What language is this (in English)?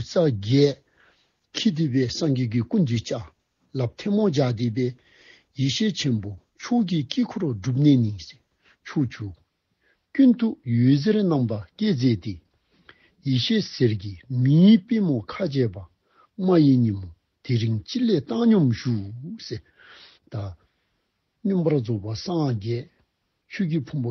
Dzongkha